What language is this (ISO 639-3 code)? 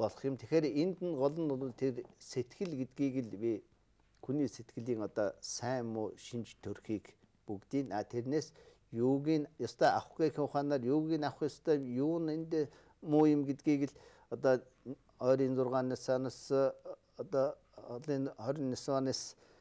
mon